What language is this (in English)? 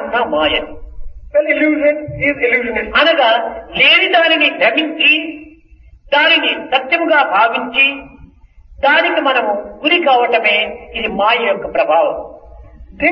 Telugu